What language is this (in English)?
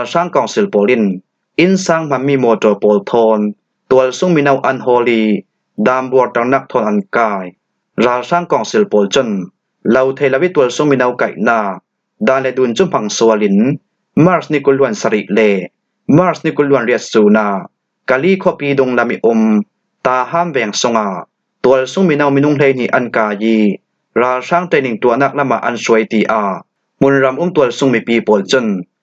Falam Chin